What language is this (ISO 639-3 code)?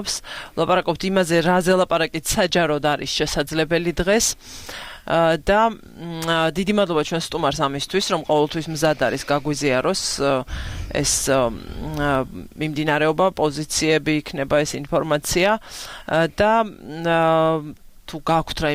kat